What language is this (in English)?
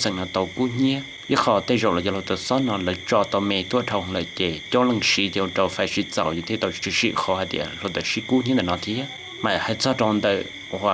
Hmong